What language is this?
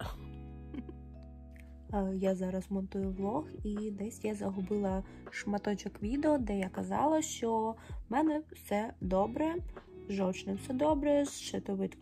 Ukrainian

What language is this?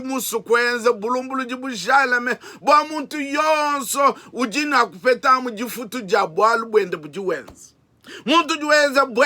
Luba-Lulua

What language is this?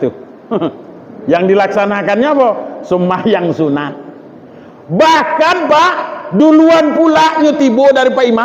Minangkabau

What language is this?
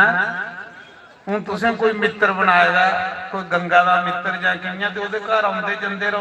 Dogri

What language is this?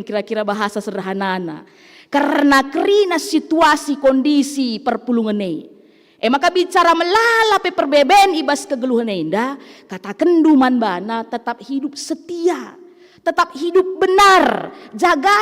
Batak Karo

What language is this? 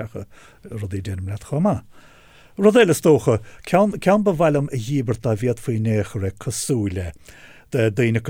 Irish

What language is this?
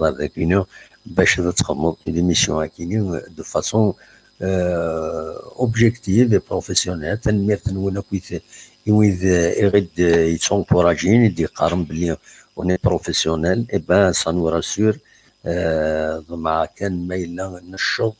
Kabyle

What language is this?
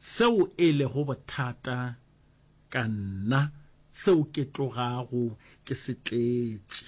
Northern Sotho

